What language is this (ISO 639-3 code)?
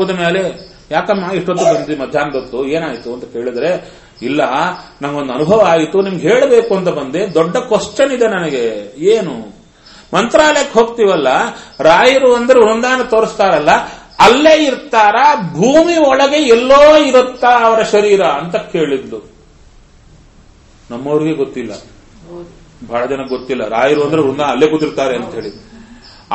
kan